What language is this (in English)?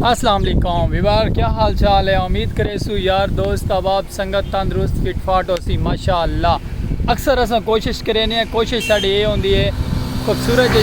Saraiki